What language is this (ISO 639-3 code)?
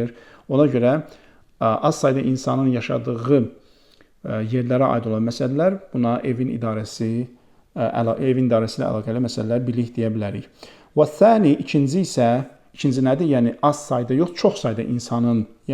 aze